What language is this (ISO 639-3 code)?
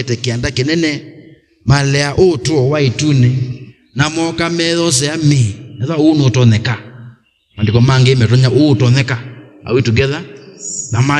kam